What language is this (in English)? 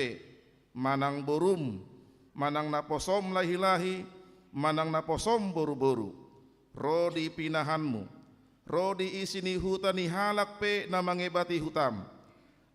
Batak Toba